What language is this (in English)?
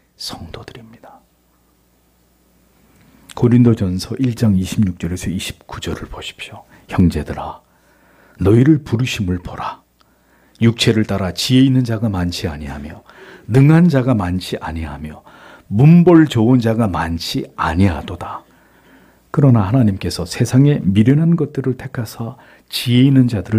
Korean